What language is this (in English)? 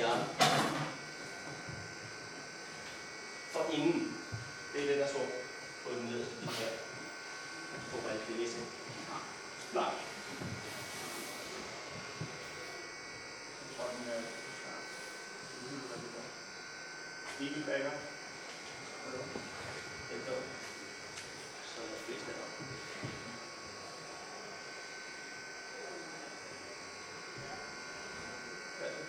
Danish